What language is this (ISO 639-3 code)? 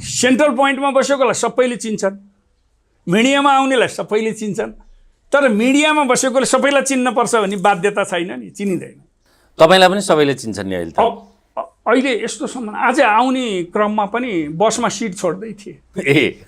nep